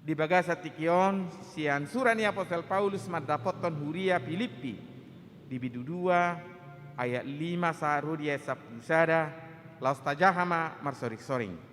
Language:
Batak Toba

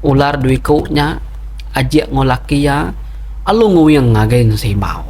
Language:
Iban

